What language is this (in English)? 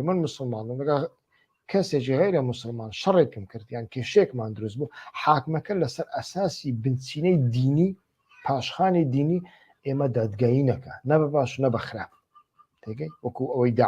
Central Kurdish